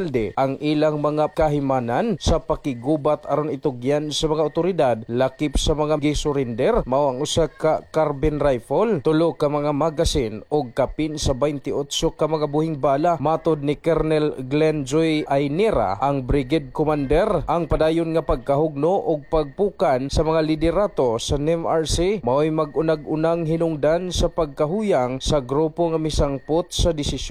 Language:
Cebuano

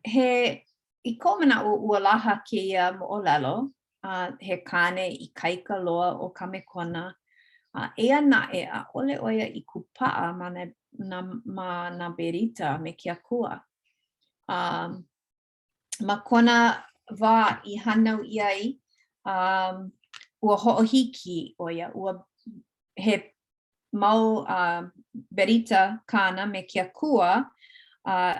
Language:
Hawaiian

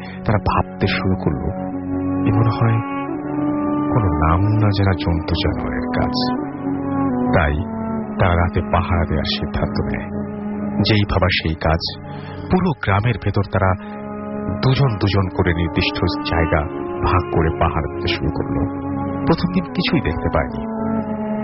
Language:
Bangla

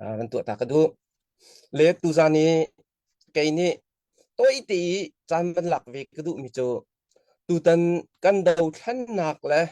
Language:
Falam Chin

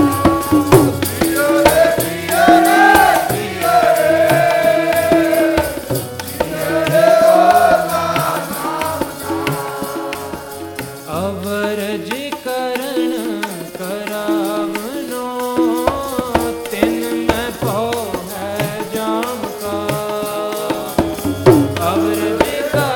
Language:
Punjabi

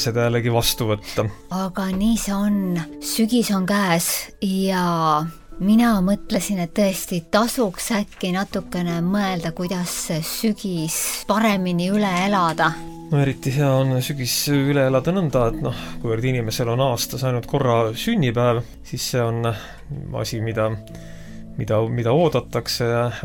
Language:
Estonian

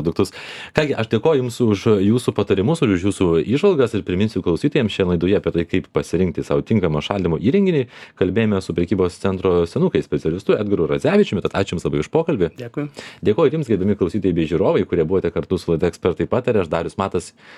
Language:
Lithuanian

